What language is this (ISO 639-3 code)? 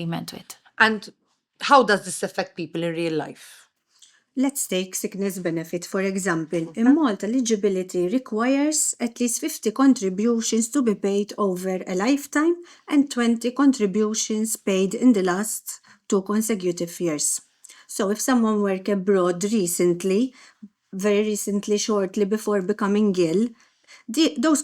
eng